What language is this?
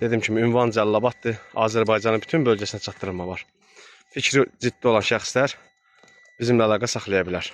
Azerbaijani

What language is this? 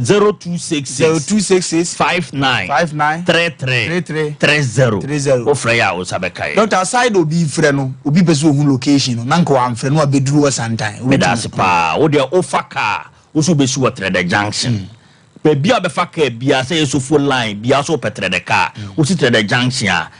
Akan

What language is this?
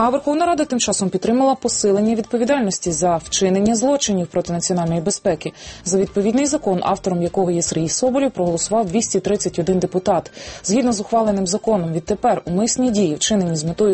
Ukrainian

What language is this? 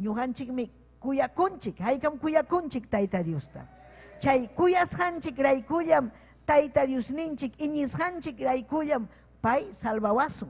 Ayacucho Quechua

